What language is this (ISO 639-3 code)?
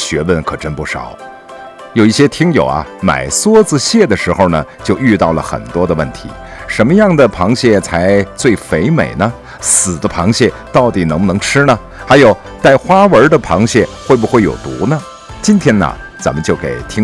zho